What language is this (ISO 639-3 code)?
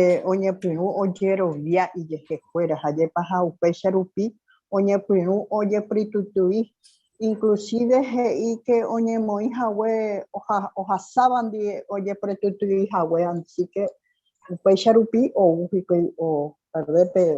grn